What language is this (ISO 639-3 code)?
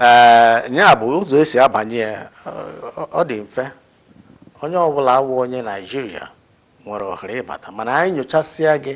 ibo